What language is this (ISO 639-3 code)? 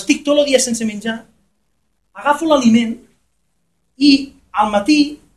cat